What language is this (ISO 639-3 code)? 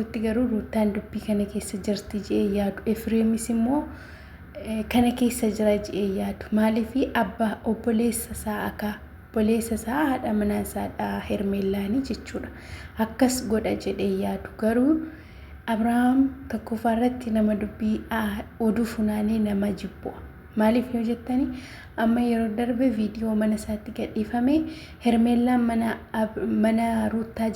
orm